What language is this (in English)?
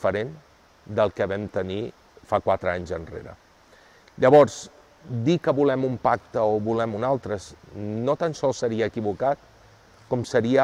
Catalan